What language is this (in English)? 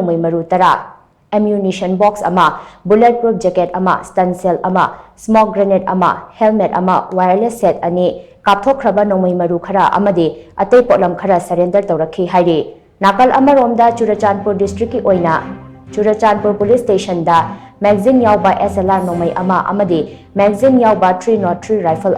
Manipuri